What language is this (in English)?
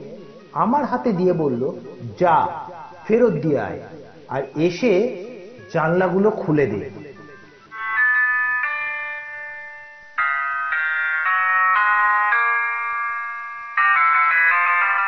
Bangla